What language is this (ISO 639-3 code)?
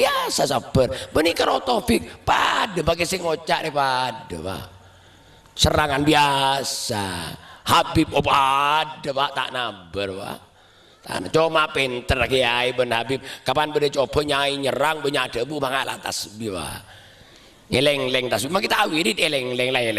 mad